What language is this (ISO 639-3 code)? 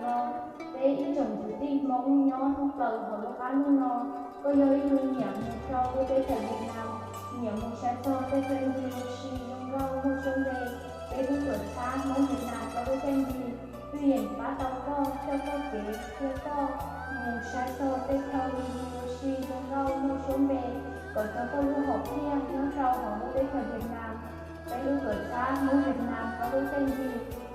hmn